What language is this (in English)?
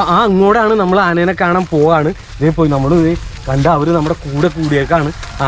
Malayalam